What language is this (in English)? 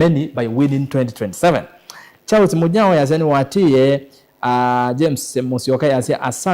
Kamba